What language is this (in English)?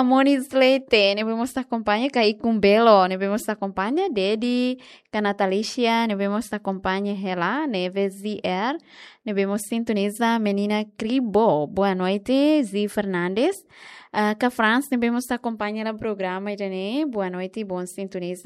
Tetum